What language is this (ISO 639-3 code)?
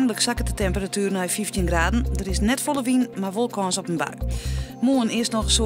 fry